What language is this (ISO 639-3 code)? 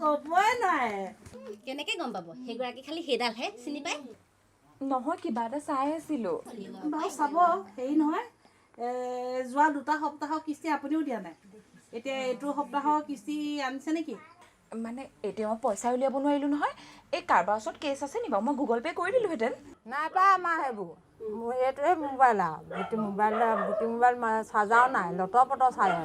asm